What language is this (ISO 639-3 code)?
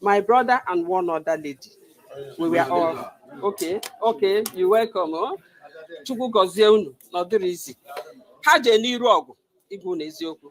ibo